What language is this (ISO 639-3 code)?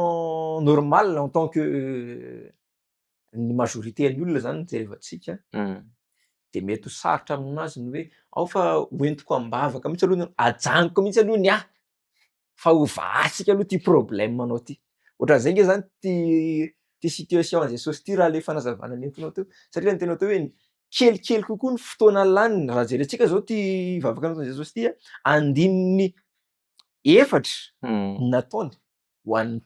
mlg